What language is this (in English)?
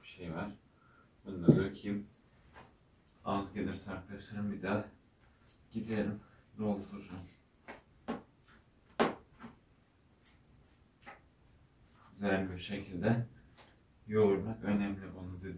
Turkish